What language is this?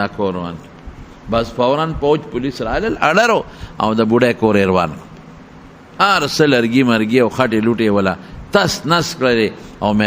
Pashto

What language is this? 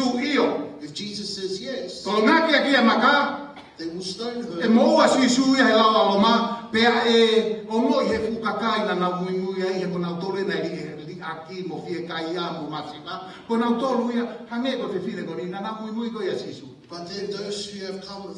Tongan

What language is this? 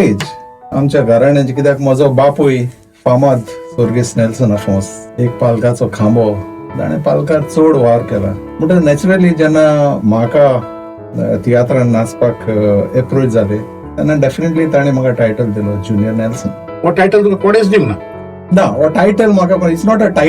Konkani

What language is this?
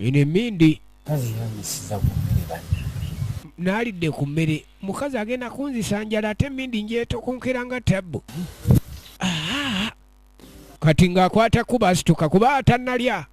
Ganda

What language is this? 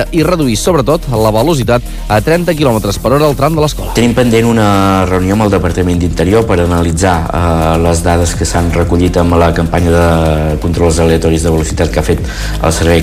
Catalan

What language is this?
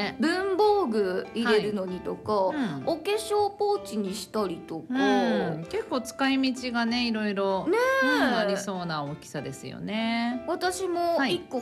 Japanese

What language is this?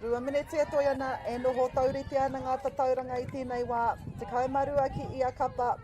Māori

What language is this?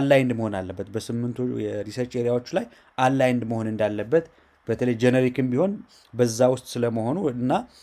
Amharic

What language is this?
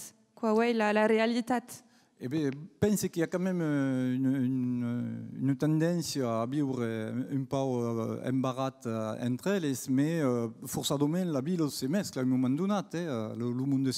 Occitan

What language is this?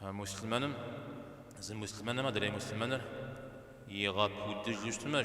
Kabardian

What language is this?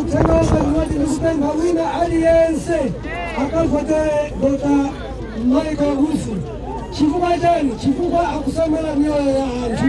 Nyanja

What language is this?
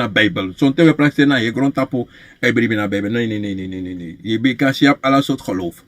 Sranan Tongo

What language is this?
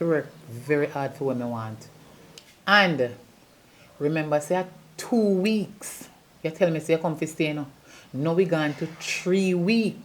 Jamaican Creole English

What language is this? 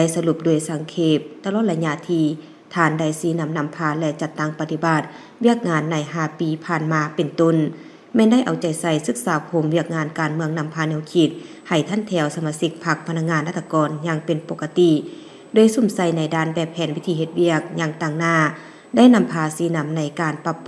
Lao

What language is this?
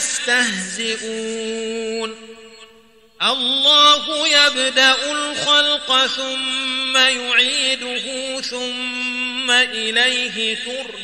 Arabic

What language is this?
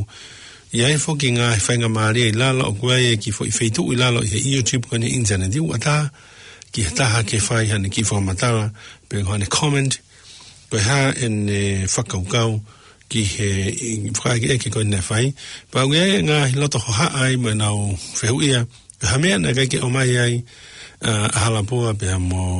Tongan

